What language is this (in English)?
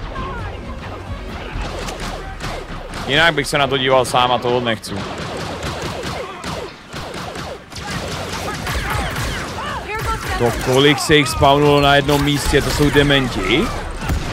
Czech